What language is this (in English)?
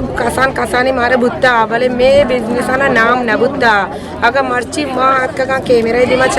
Eastern Balochi